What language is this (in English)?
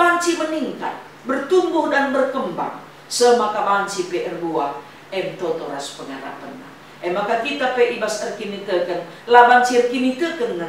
Batak Karo